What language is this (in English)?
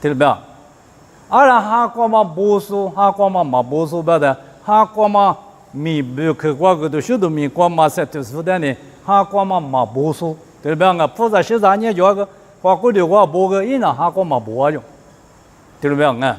Lisu